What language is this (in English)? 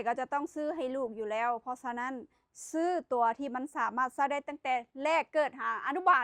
Lao